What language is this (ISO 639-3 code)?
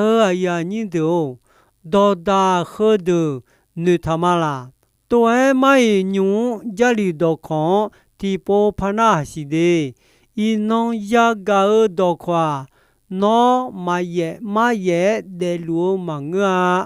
ahk